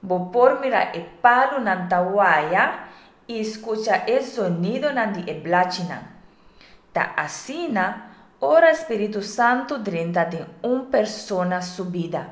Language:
Papiamento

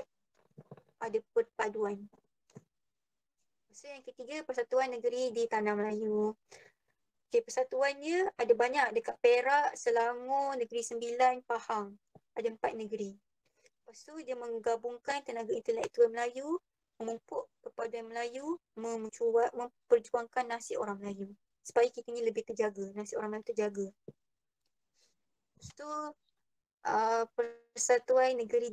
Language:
Malay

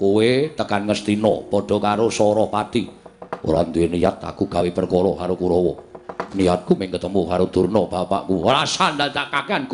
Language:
Javanese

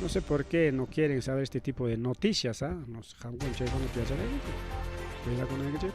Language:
Ayacucho Quechua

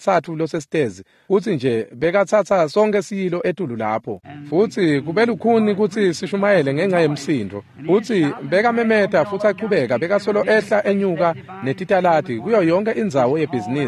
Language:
Swati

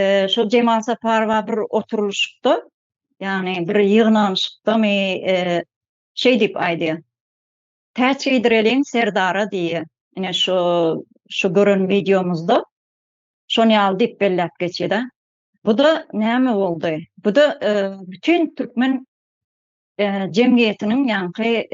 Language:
Turkmen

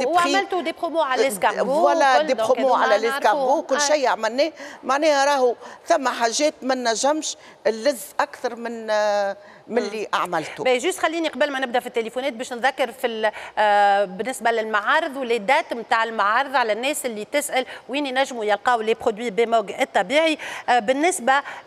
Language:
Tunisian Arabic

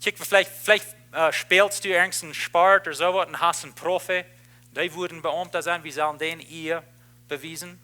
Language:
Plautdietsch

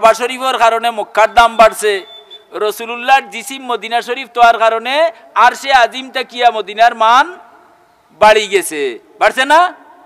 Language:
Sylheti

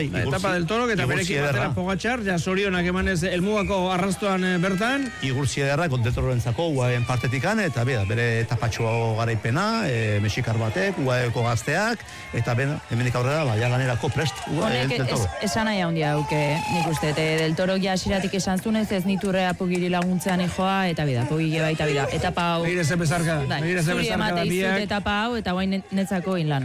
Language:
Basque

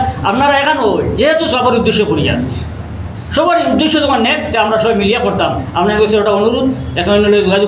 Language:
Sylheti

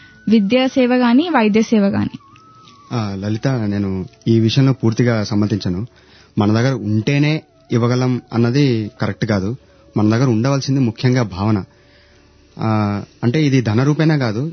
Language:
Telugu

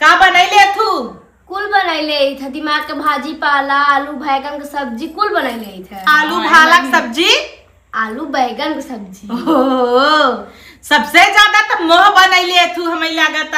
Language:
Awadhi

